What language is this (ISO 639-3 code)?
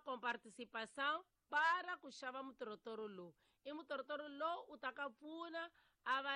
tso